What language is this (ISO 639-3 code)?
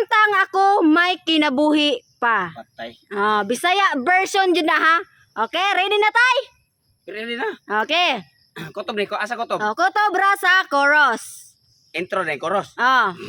ceb